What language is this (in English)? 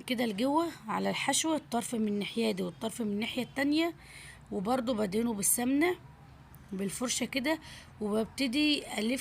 Egyptian Arabic